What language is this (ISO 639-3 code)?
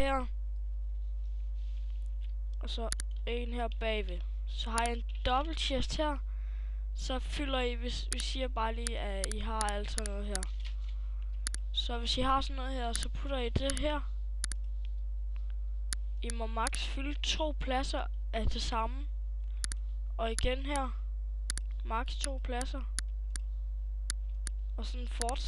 dan